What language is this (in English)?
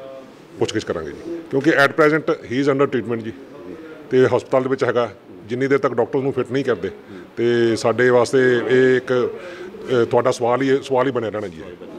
Punjabi